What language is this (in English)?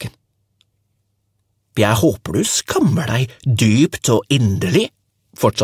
Norwegian